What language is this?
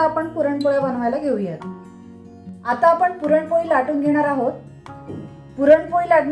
Marathi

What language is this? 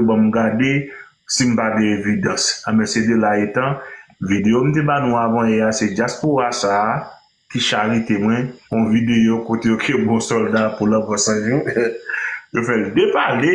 Haitian Creole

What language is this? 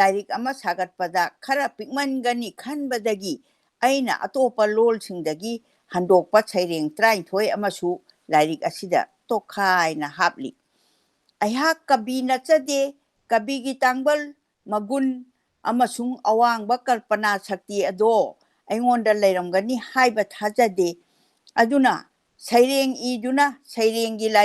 Manipuri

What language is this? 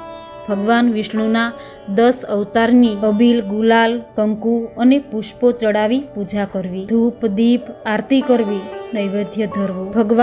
Gujarati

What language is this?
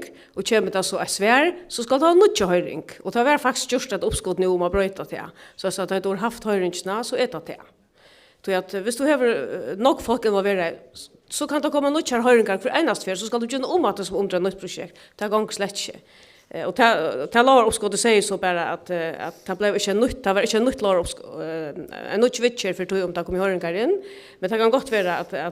Faroese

